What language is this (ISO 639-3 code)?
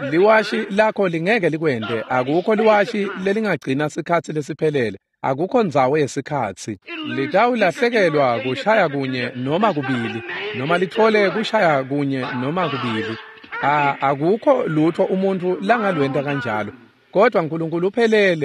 ssw